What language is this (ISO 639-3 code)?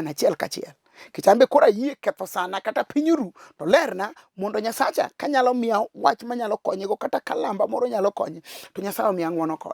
luo